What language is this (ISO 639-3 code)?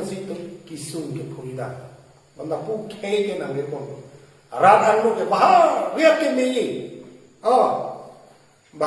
mjw